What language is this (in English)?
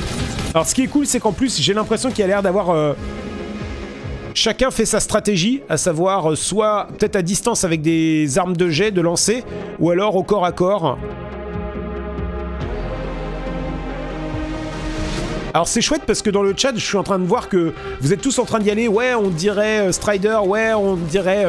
French